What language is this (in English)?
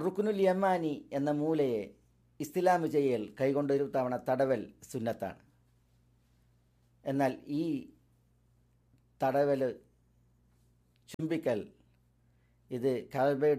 Malayalam